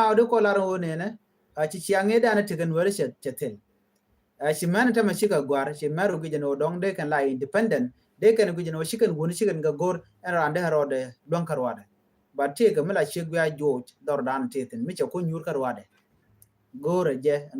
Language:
Nuer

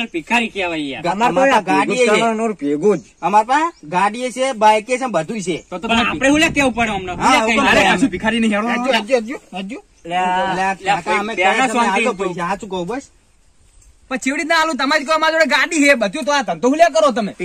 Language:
Gujarati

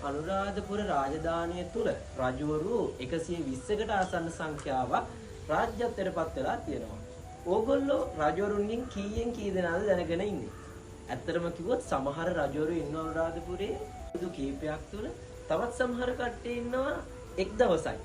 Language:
Sinhala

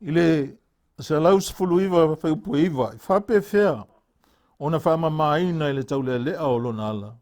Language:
Samoan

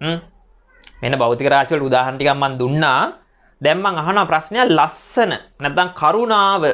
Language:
Sinhala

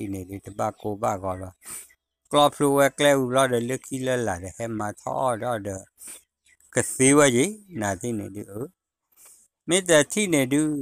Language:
S'gaw Karen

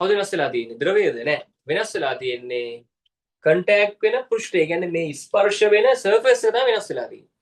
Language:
Sinhala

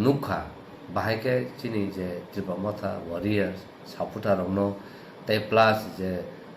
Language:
Kok Borok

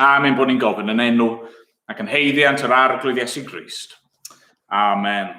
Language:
Welsh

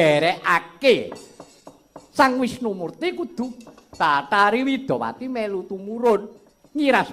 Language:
Javanese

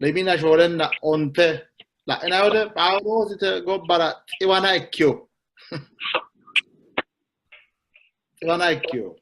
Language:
Sidamo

